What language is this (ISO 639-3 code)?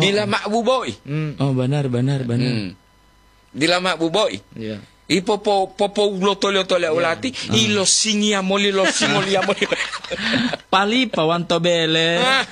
gor